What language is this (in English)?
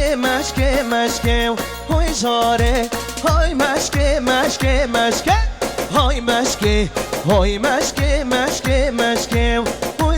Kurdish